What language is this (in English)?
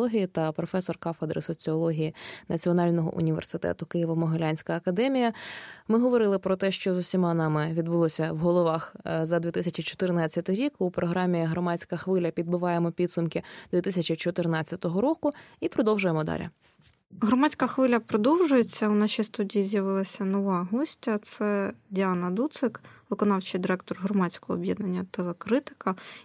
Ukrainian